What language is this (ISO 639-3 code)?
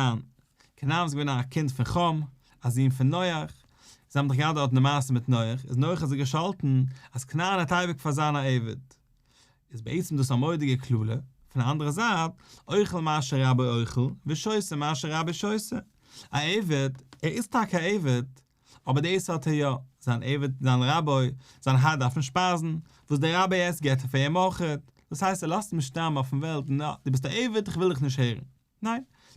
yid